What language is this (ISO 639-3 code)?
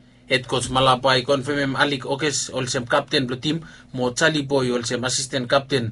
bis